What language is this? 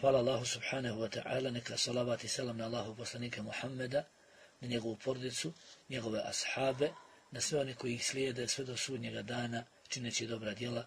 Bosnian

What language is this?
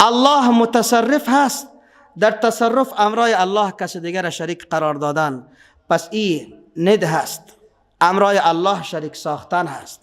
Persian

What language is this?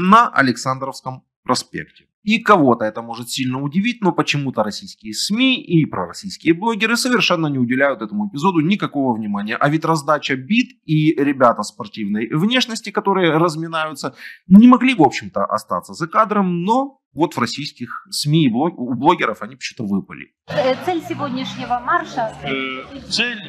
Russian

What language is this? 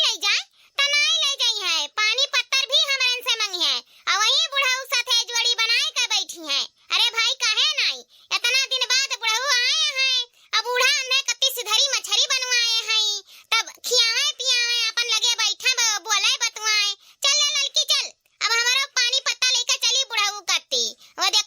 Awadhi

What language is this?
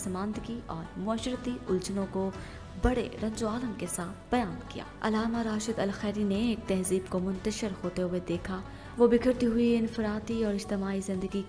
Urdu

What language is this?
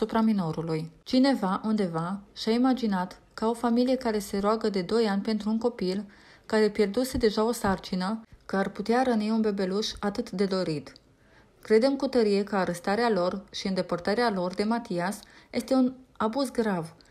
Romanian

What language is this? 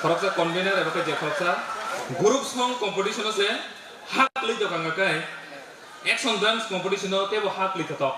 Kok Borok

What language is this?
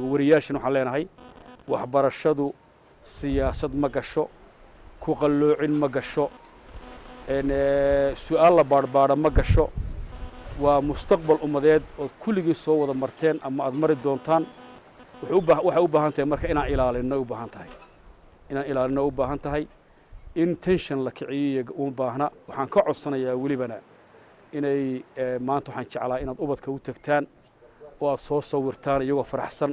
Somali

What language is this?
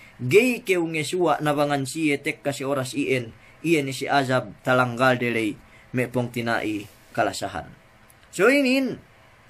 Yakan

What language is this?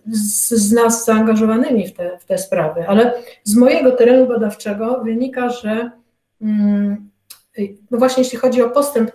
Polish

